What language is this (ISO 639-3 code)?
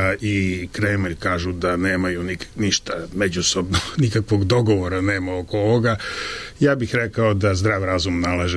srp